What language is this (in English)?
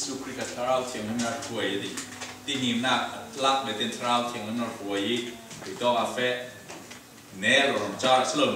Falam Chin